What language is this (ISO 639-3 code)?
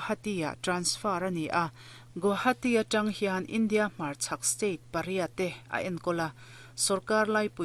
lus